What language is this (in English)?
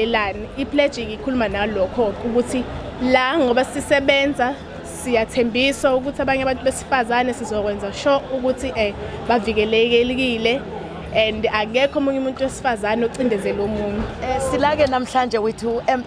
Zulu